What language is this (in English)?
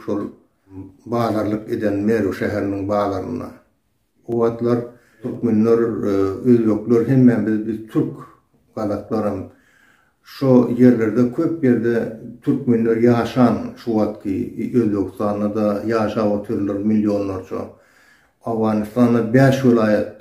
Turkmen